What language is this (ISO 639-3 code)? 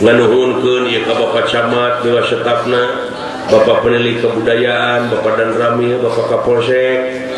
sun